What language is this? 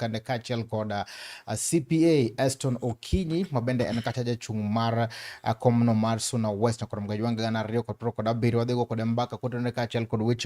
Luo (Kenya and Tanzania)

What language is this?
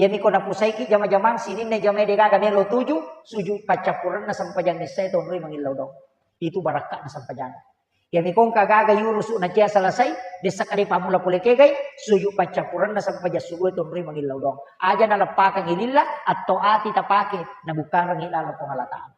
Buginese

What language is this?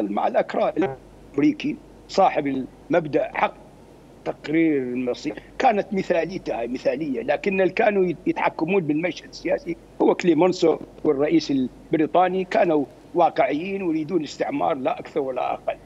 Mesopotamian Arabic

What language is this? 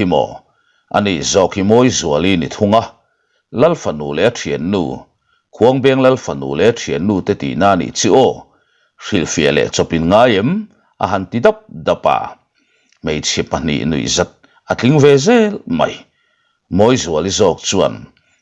Mizo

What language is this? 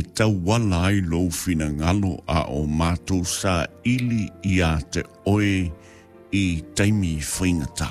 Samoan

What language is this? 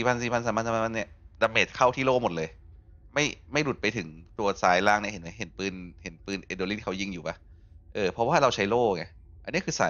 Thai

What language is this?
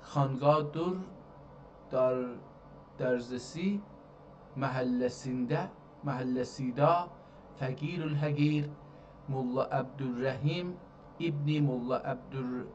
South Azerbaijani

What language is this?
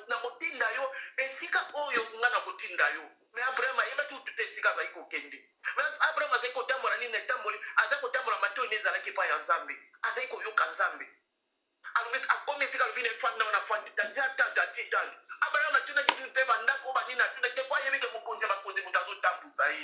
Lingala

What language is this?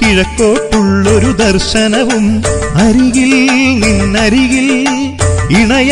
Malayalam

